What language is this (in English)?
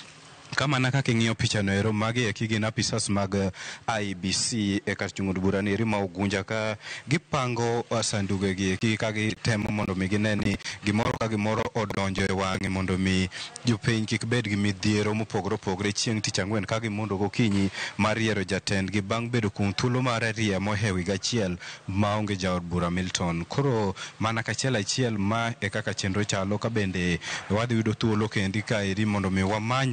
Luo (Kenya and Tanzania)